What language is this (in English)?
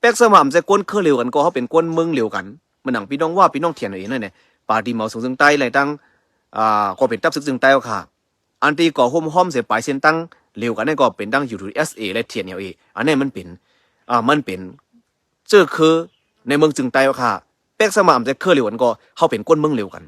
Shan